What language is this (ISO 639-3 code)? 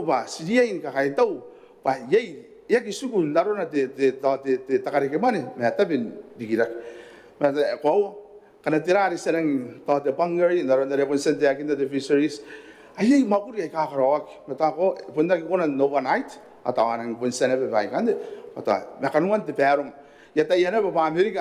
gil